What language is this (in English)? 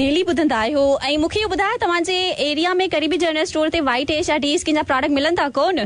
Sindhi